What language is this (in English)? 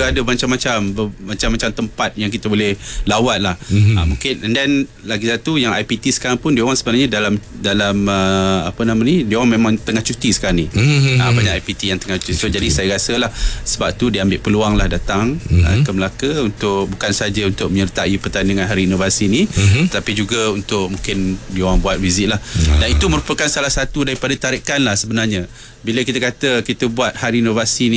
Malay